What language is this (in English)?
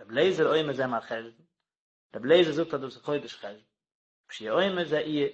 Yiddish